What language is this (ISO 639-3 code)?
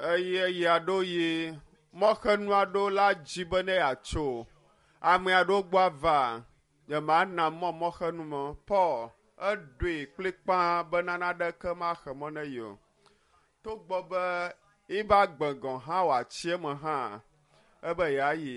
ewe